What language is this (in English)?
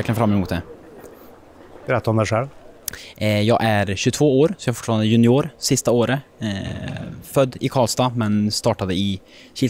Swedish